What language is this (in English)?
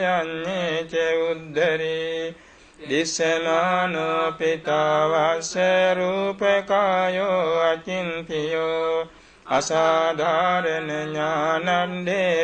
Pali